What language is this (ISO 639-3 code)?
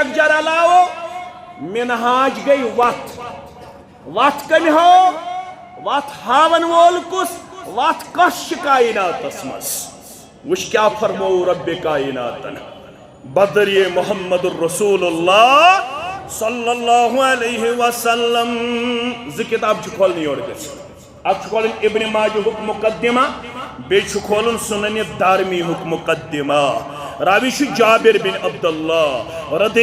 kas